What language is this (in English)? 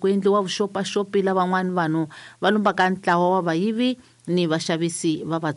Tsonga